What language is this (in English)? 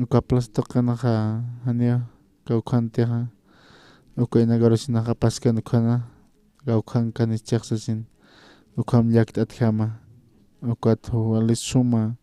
Aymara